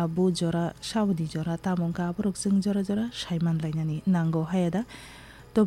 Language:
Kok Borok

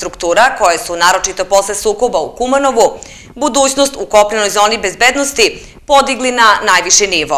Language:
Serbian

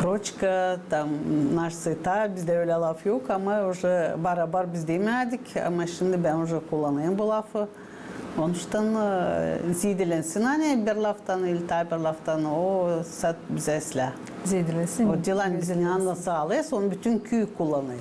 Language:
Gagauz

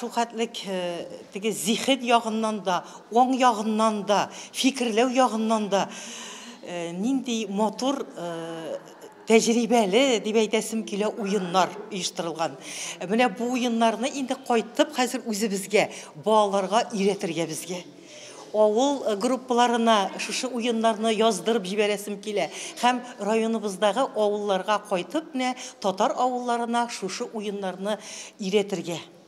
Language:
Tatar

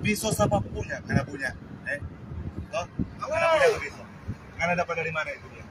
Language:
Manado Malay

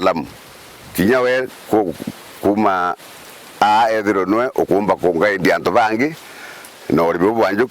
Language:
Meru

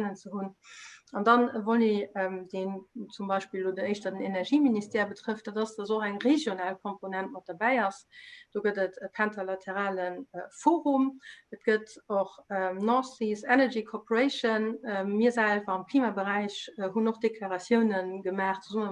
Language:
Luxembourgish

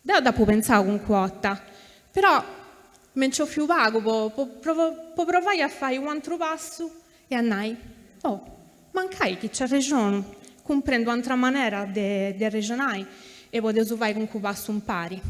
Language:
Sardinian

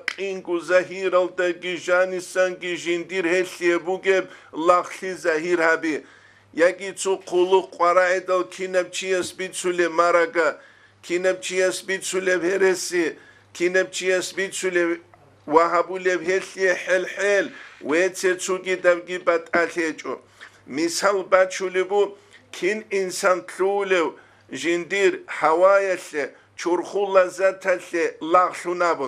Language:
Avaric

